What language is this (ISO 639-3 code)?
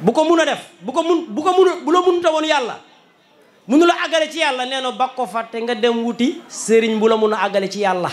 wol